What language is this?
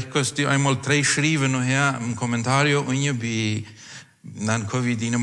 Plautdietsch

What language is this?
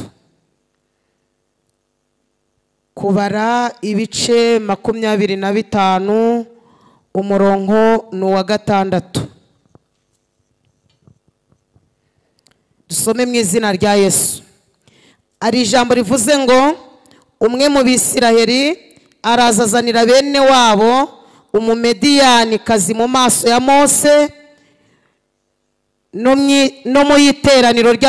Kinyarwanda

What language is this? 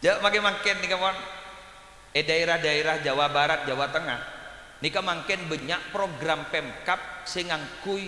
Madurese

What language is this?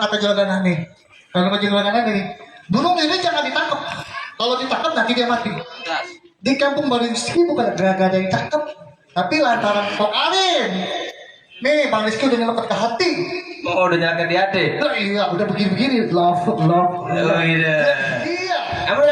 Betawi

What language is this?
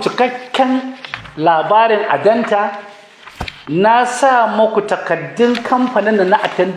Hausa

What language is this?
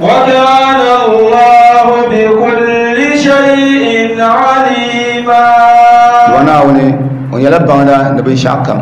Dagbani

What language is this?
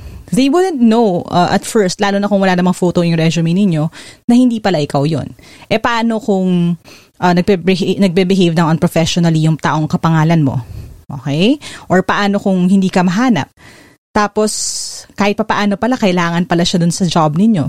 Filipino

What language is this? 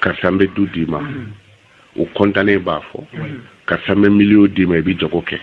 Bambara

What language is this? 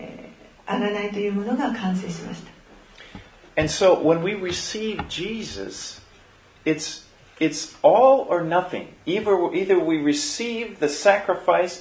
Japanese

